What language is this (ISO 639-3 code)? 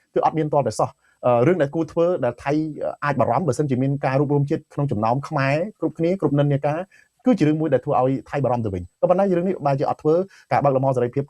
khm